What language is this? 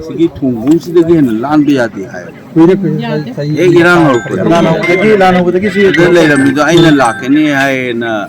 Manipuri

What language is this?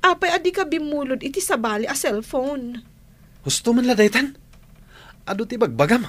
Iloko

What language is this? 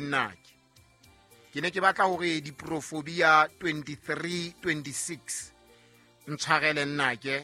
Southern Sotho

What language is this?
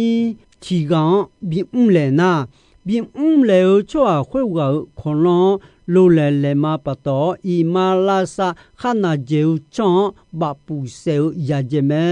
Akha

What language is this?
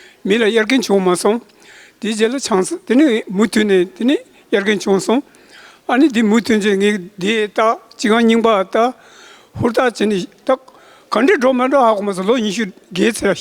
Tibetan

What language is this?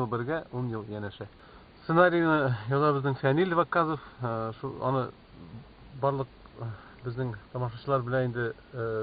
Tatar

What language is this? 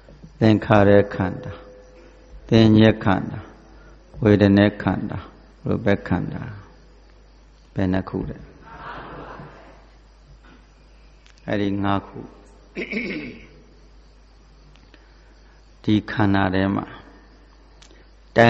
Burmese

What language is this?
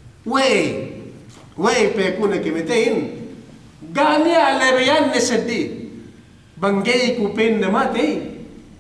Yakan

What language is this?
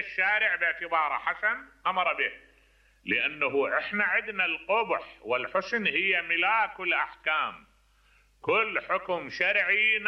Mesopotamian Arabic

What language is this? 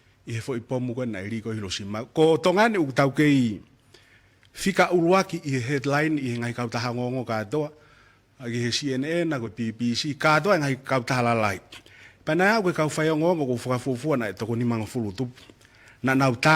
Tongan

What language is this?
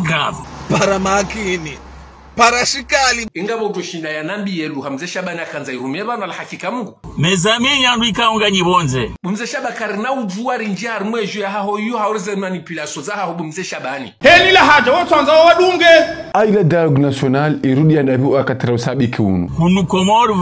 Ngazidja Comorian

